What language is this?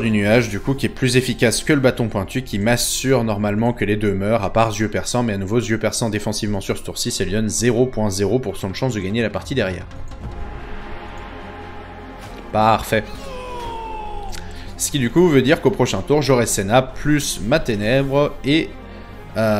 French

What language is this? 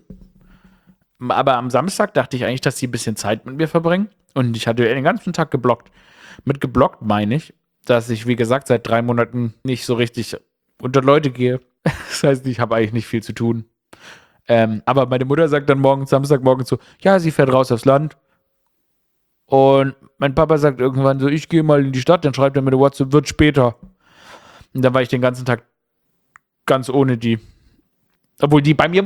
German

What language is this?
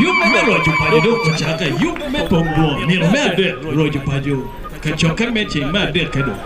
Acoli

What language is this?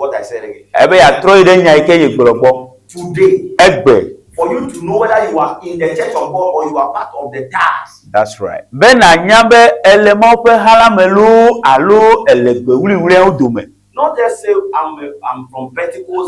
Ewe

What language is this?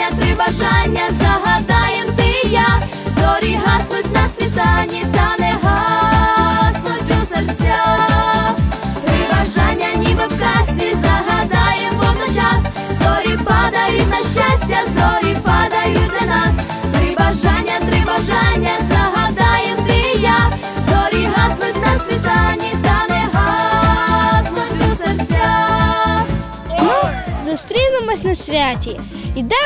Ukrainian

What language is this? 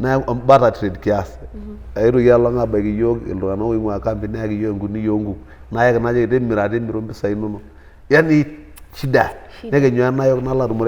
Masai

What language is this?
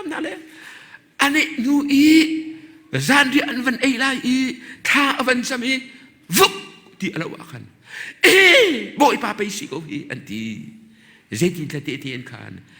Hakha Chin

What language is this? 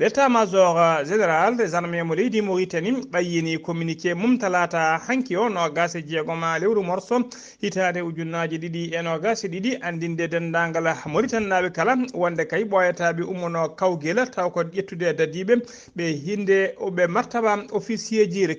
Fula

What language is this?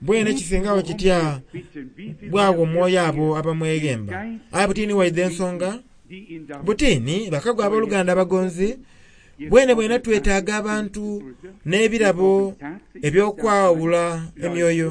Soga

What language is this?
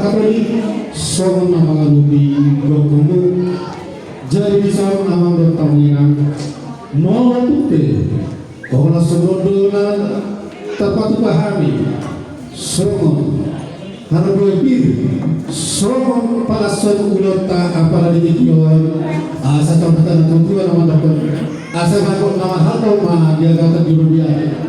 Batak Toba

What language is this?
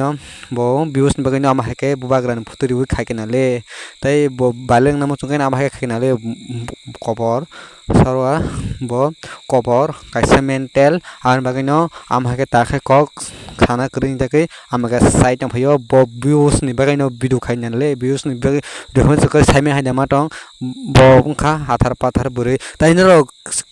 Kok Borok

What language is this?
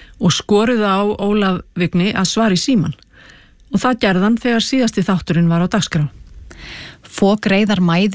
Icelandic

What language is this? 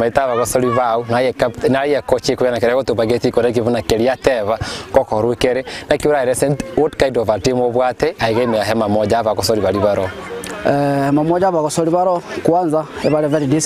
Gusii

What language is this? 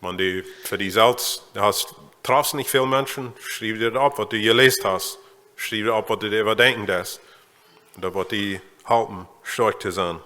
Plautdietsch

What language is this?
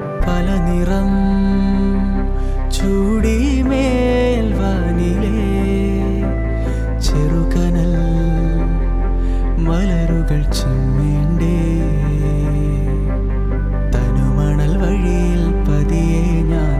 Malayalam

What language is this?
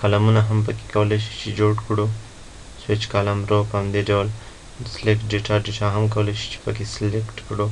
Pashto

